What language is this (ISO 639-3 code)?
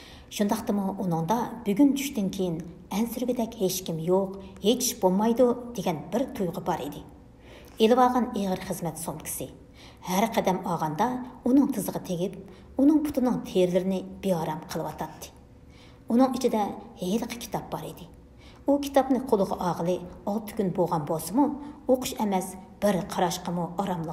uig